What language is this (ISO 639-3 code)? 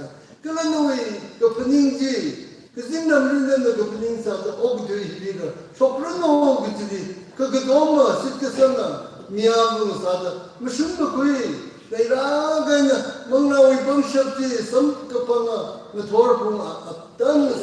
nmf